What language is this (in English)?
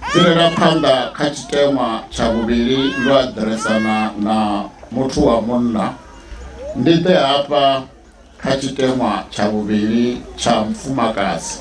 Venda